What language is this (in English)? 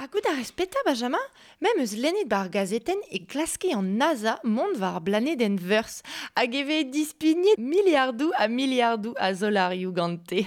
Breton